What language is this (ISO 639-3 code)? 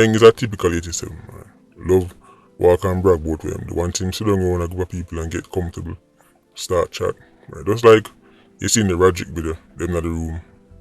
jam